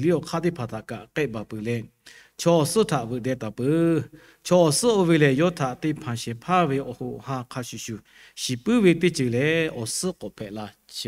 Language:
Lahu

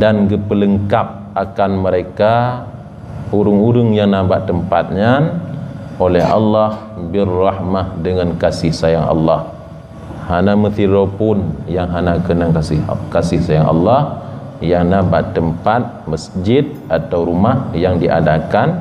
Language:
Achinese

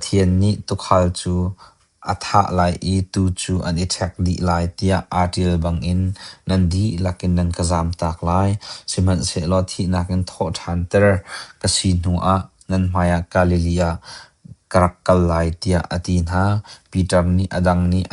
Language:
Hakha Chin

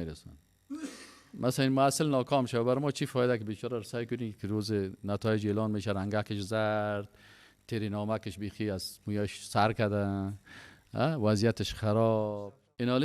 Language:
Persian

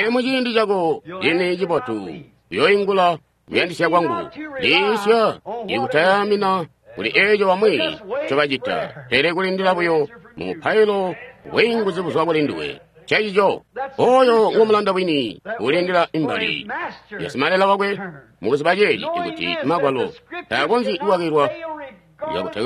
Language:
Tonga (Zambia)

